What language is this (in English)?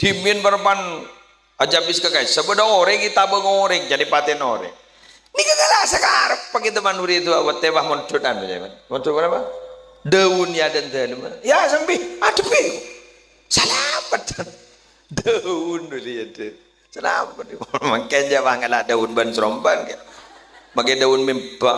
Madurese